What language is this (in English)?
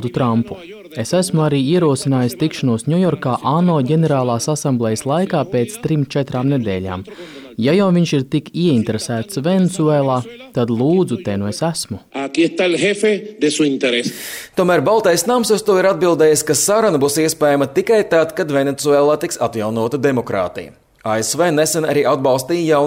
Latvian